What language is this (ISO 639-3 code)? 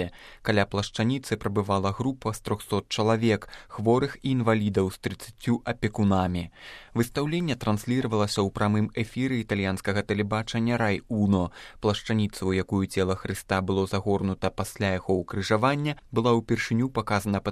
bel